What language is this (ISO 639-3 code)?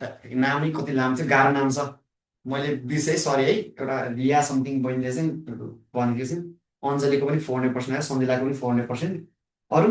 nep